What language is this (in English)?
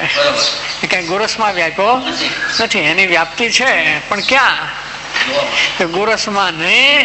Gujarati